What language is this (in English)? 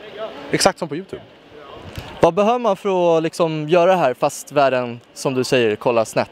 Swedish